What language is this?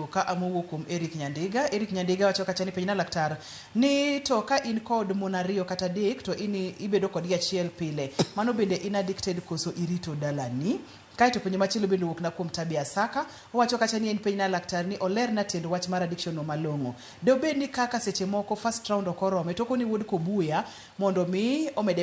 Luo (Kenya and Tanzania)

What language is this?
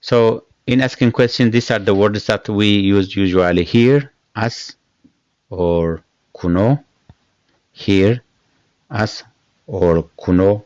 English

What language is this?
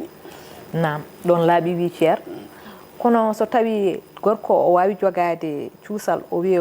Fula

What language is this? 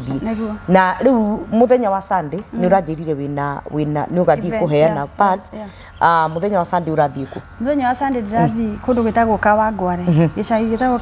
Kikuyu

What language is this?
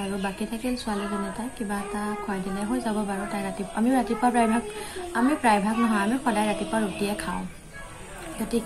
Assamese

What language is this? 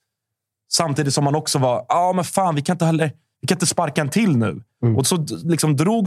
Swedish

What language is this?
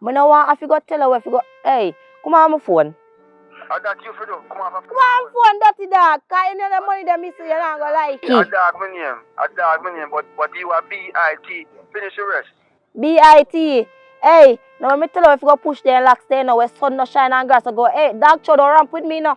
Jamaican Creole English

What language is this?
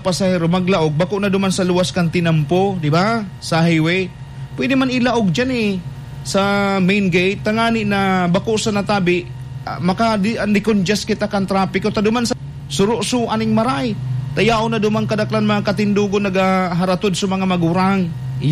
Bikol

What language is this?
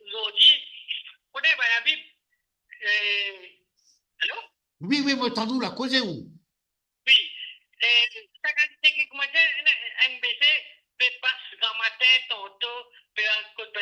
Morisyen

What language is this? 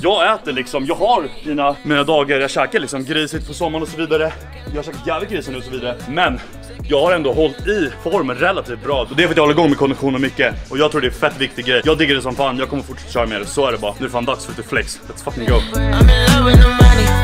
Swedish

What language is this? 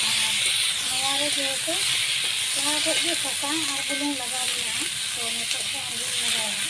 Santali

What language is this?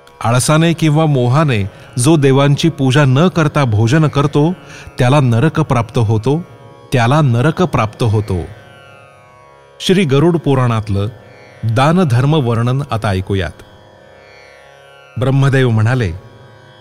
Marathi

